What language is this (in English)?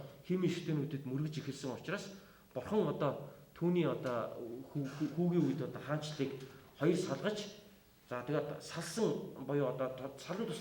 Mongolian